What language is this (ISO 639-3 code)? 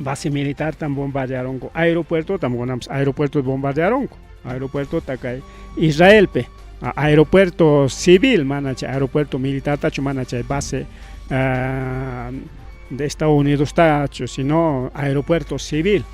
quy